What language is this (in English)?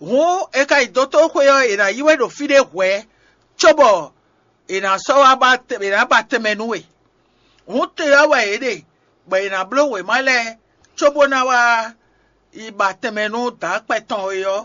Fon